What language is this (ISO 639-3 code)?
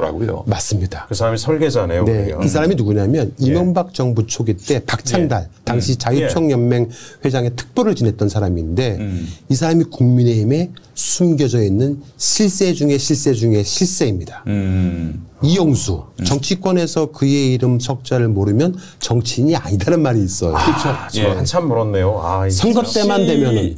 kor